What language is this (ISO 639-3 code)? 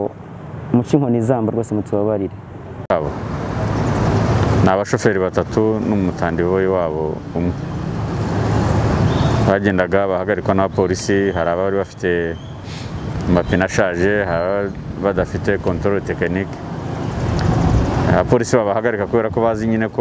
kin